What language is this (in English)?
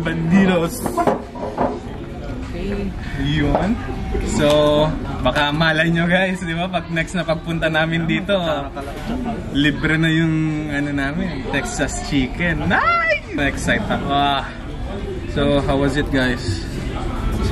Filipino